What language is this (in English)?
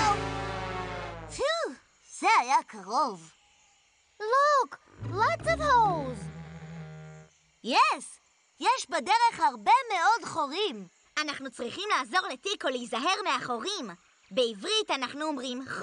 Hebrew